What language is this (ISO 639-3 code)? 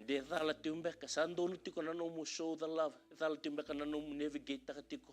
fij